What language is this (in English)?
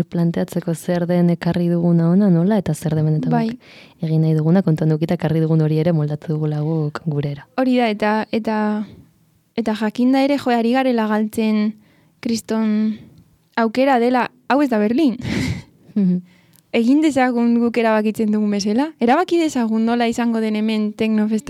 Basque